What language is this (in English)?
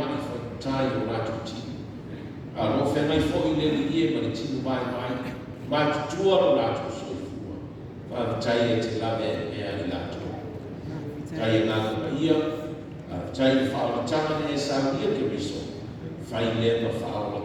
Samoan